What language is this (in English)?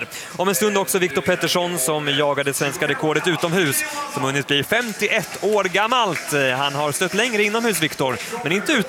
Swedish